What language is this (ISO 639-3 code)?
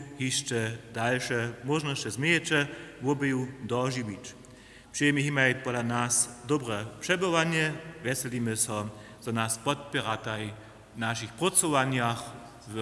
hsb